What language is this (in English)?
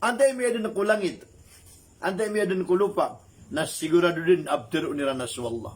Maranao